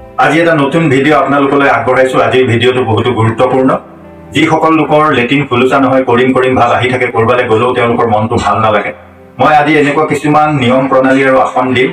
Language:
Assamese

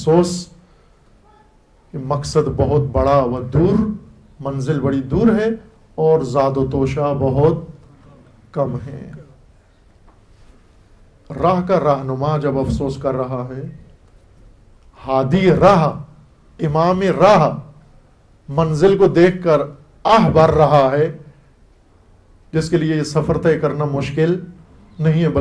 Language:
Urdu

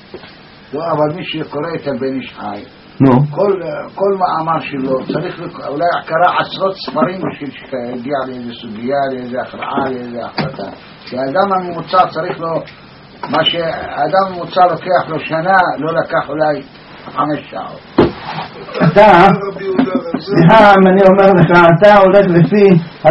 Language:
Hebrew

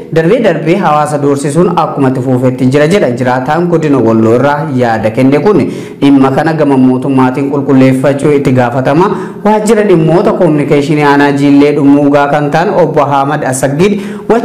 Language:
Oromo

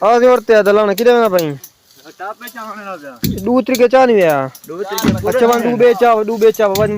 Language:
Saraiki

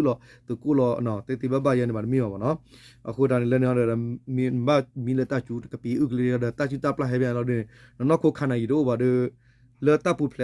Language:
S'gaw Karen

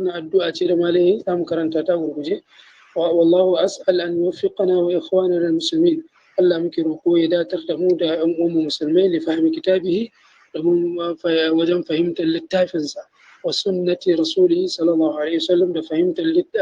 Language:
Hausa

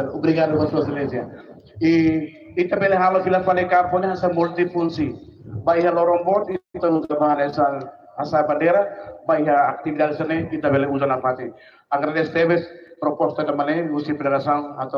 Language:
Tetum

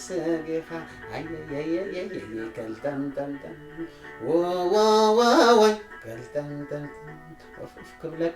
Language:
Tigrinya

